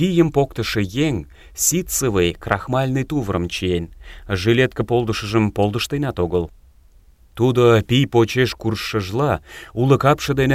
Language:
Mari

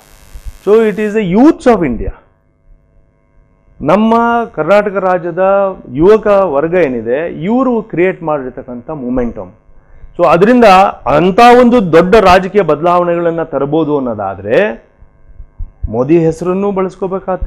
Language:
Kannada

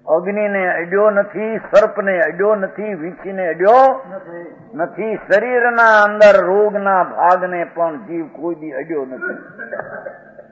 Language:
Gujarati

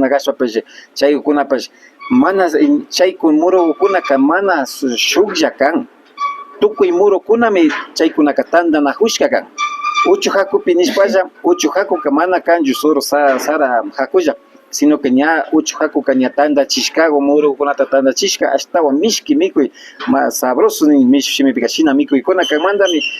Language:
Imbabura Highland Quichua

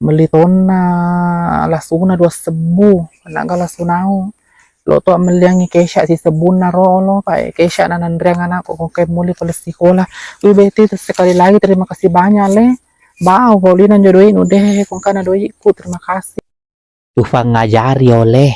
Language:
Buginese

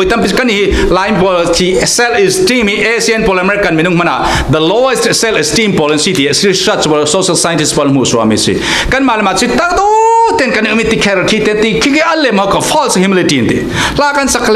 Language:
Falam Chin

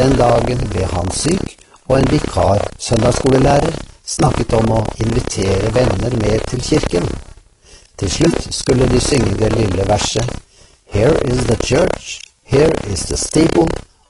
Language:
Norwegian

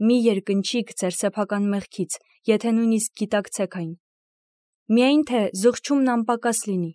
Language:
Armenian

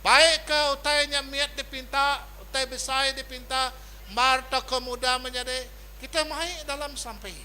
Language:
Iban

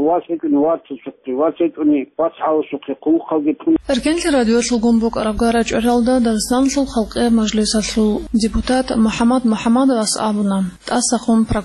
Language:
Avaric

